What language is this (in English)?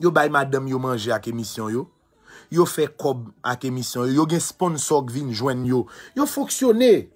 Haitian Creole